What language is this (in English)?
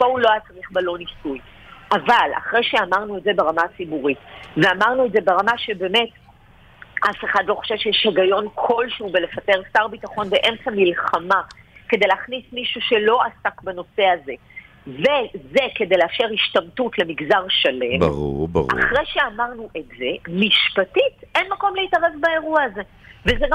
Hebrew